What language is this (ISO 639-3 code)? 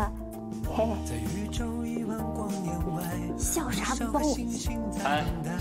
zho